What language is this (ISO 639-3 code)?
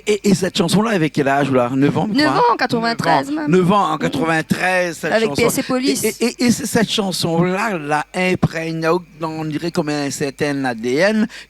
rcf